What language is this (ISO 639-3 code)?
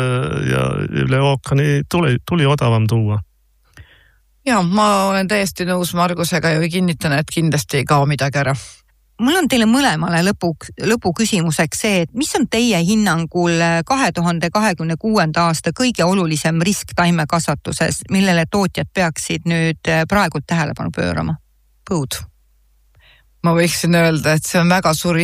est